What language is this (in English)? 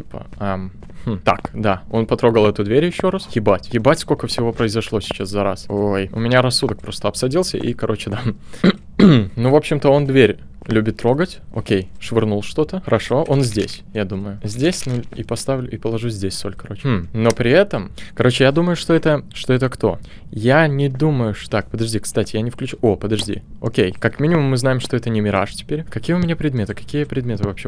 Russian